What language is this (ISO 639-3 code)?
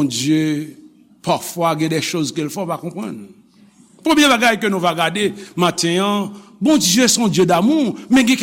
hat